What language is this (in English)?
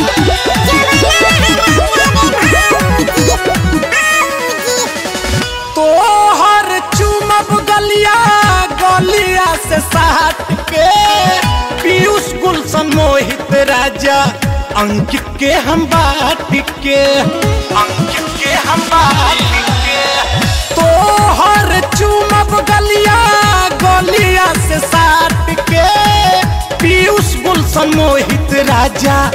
Bhojpuri